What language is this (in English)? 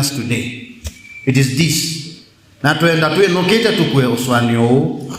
Kamba